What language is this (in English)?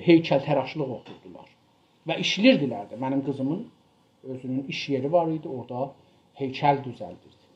South Azerbaijani